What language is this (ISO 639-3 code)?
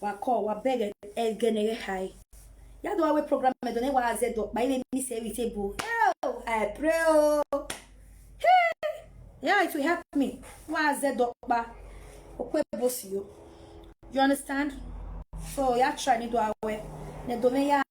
pcm